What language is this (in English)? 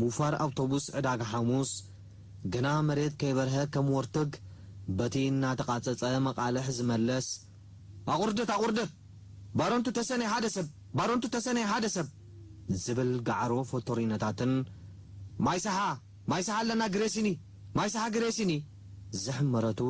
Tigrinya